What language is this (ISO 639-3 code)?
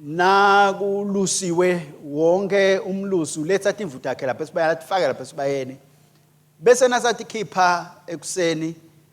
ssw